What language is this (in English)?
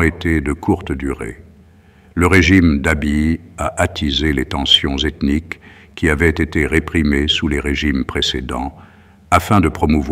French